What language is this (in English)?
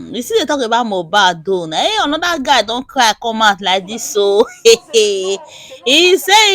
Nigerian Pidgin